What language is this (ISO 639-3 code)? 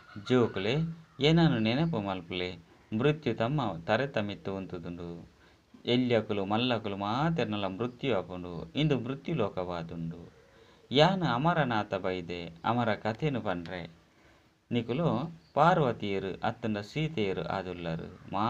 tcy